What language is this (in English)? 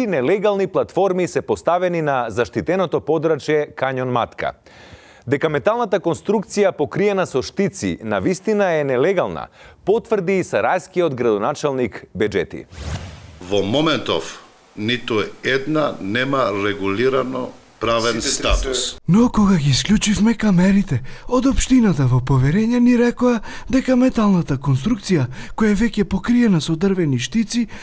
Macedonian